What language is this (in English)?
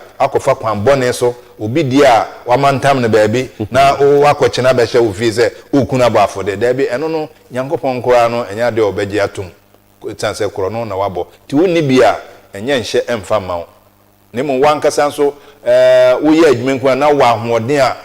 Akan